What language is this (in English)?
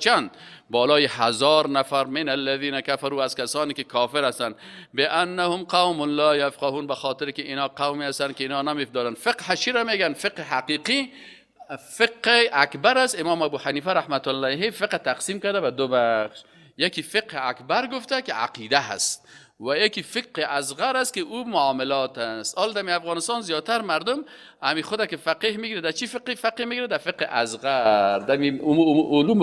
Persian